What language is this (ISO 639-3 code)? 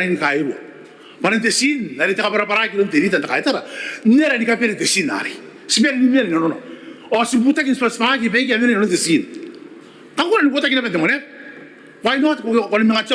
gil